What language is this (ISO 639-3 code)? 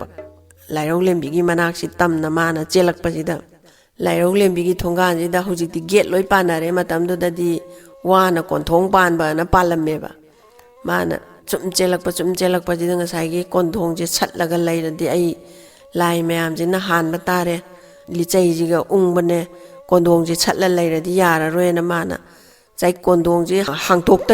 mni